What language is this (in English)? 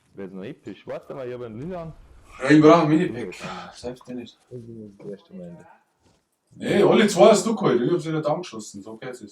Bavarian